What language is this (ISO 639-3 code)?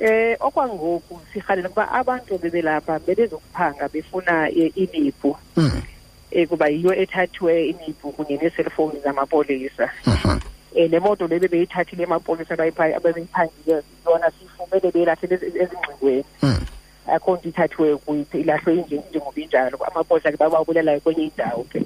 xho